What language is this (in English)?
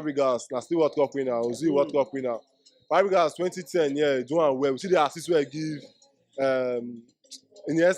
Nigerian Pidgin